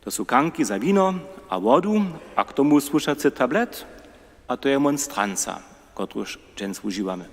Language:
Upper Sorbian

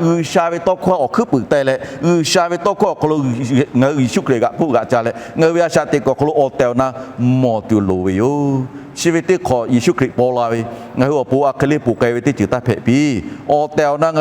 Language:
Lahu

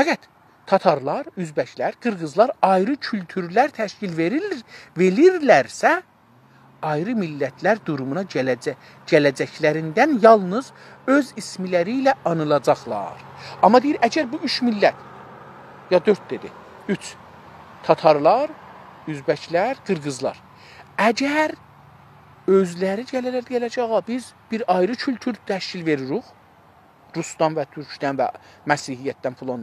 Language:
South Azerbaijani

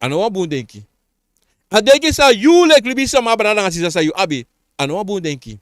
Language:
Sranan Tongo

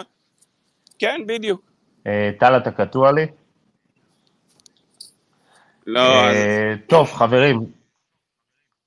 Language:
Hebrew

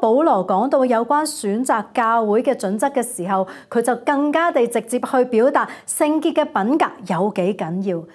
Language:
Cantonese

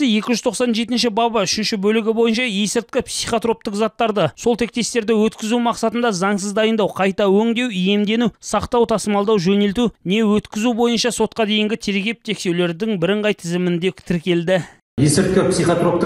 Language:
Kazakh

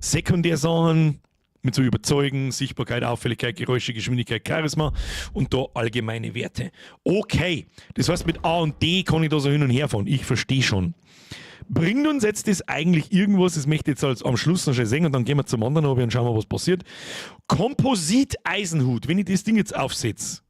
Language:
Bavarian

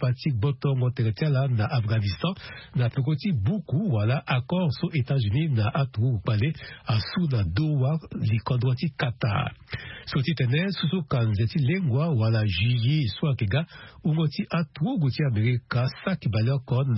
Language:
Sango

